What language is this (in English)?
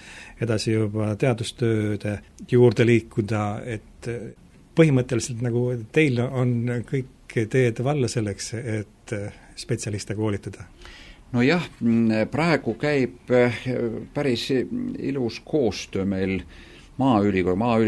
Estonian